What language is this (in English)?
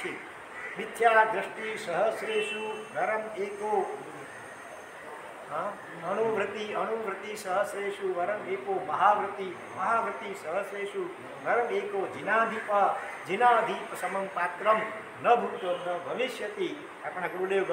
Gujarati